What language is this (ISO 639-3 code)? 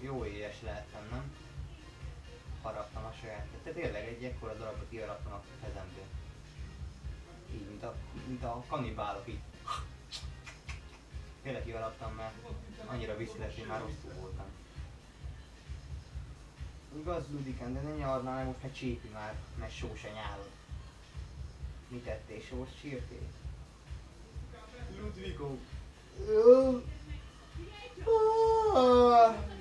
hun